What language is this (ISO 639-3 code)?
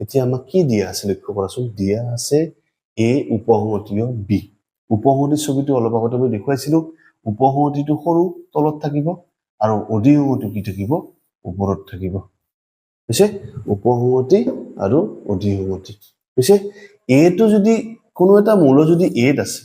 asm